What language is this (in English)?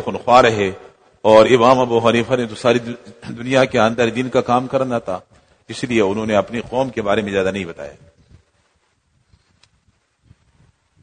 Urdu